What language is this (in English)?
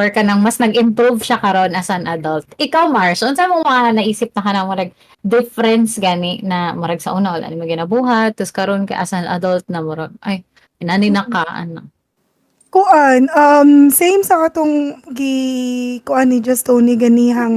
Cebuano